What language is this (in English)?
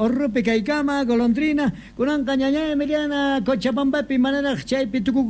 South Bolivian Quechua